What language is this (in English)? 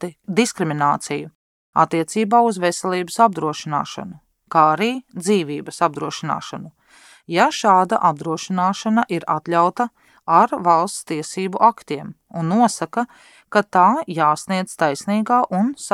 Latvian